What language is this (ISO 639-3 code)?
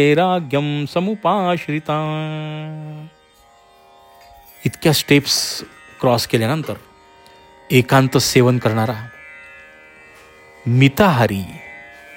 mar